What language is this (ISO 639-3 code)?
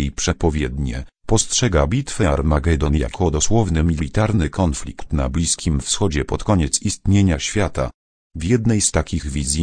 pol